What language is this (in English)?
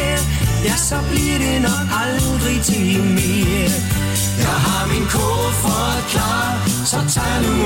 Danish